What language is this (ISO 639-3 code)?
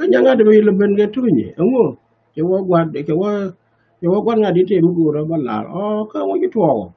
nus